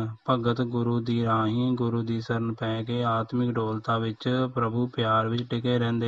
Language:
Punjabi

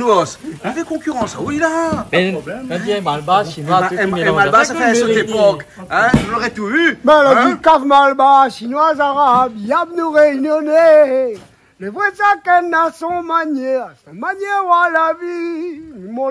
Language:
Réunion Creole French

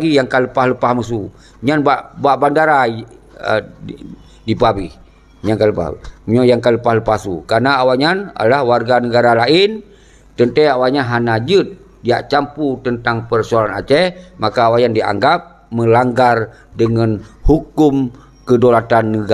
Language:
Achinese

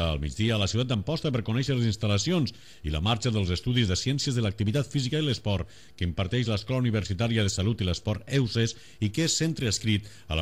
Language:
Catalan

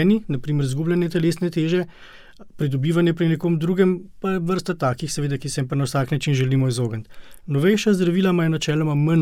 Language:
Slovenian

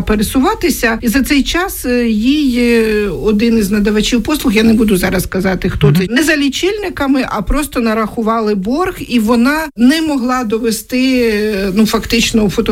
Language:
Ukrainian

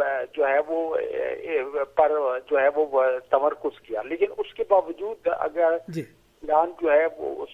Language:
Urdu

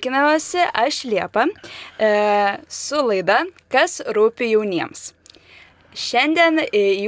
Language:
Lithuanian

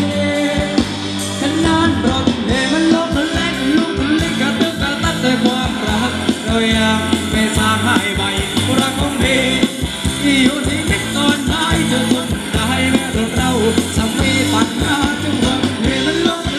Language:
Thai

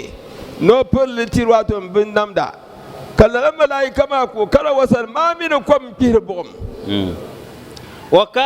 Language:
Dagbani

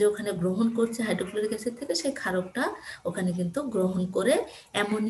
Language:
Bangla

